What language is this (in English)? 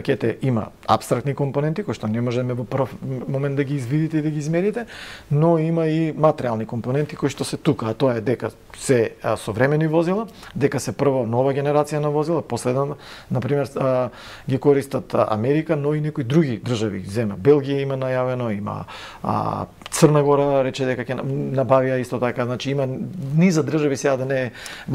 Macedonian